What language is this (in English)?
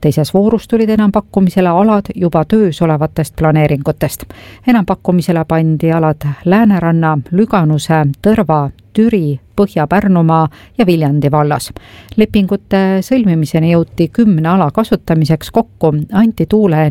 Estonian